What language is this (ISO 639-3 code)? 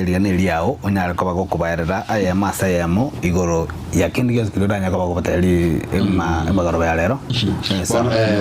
guz